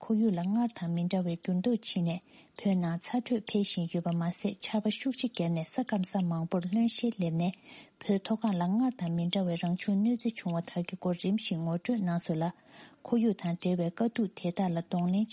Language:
Tibetan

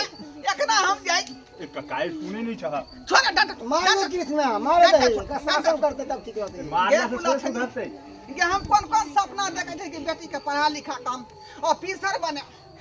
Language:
Maithili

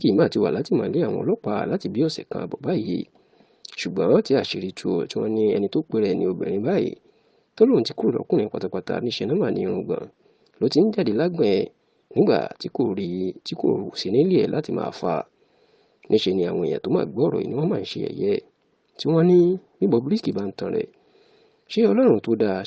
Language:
Yoruba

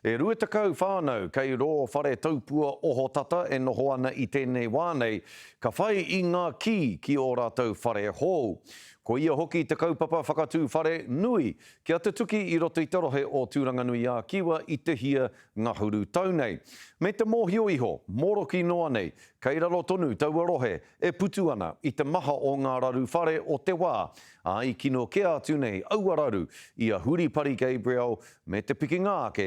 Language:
Māori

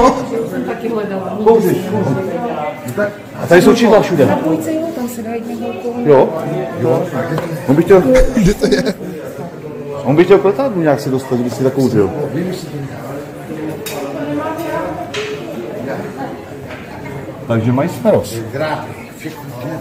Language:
Czech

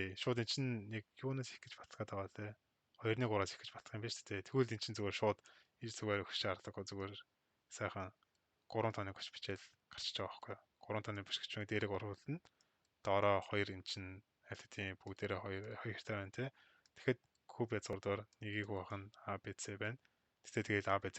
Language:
Mongolian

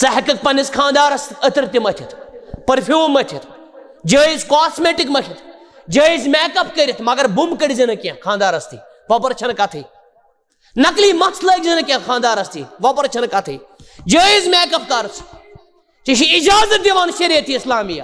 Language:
Kashmiri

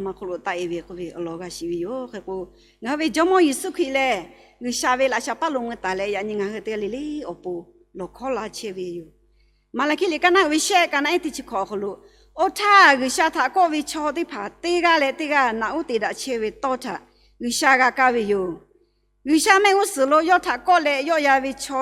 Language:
Lahu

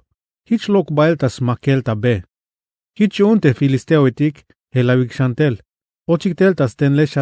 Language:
Tzeltal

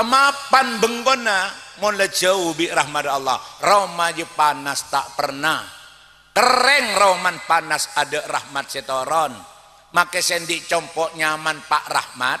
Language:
Madurese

